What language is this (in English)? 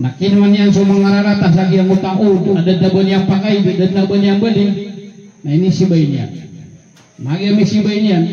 Maranao